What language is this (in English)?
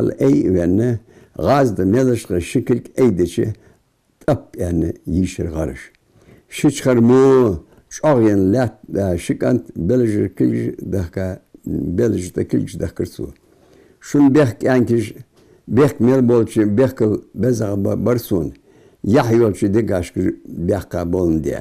Ingush